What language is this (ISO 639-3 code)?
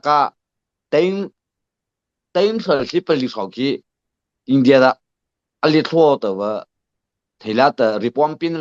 mrh